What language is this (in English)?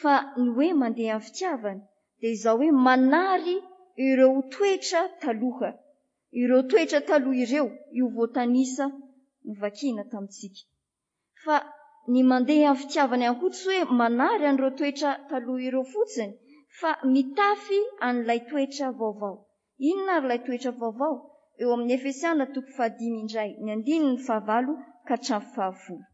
Malagasy